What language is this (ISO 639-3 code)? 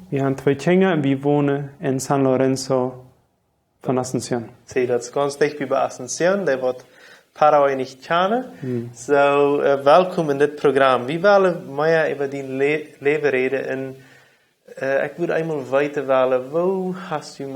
pdt